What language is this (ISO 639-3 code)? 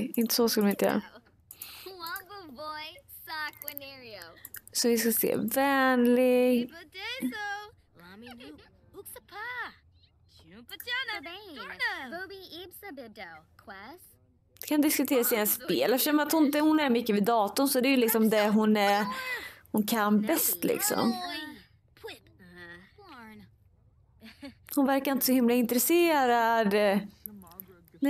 swe